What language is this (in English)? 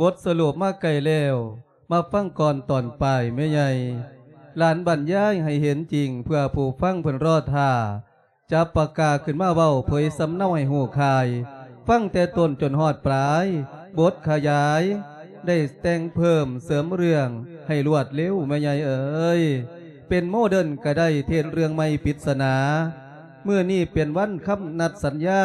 Lao